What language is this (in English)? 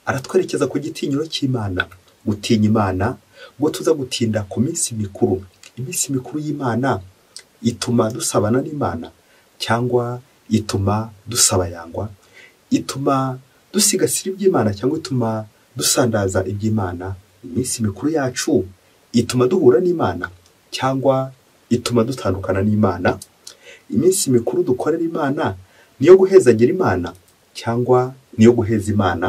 Kinyarwanda